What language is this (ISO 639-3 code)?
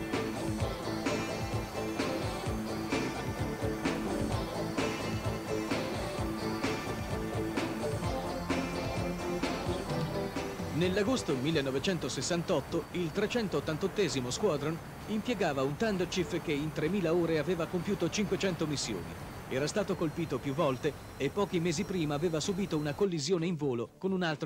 ita